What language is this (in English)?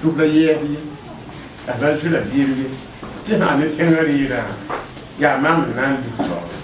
Mossi